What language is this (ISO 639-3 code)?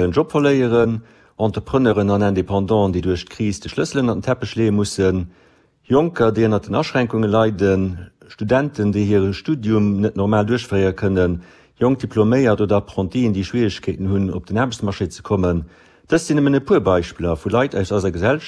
ltz